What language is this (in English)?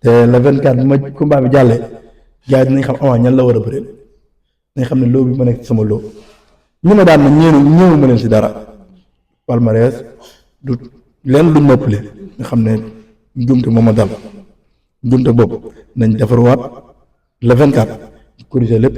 Wolof